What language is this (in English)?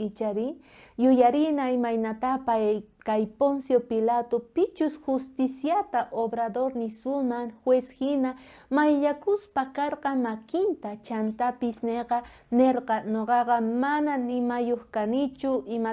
South Bolivian Quechua